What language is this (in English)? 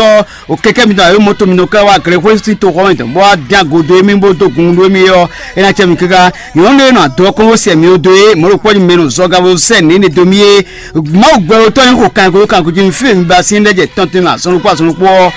Fon